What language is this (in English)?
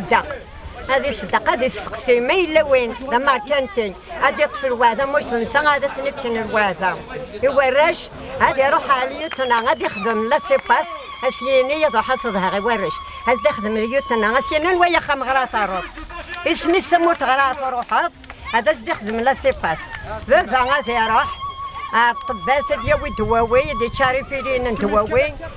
Kabyle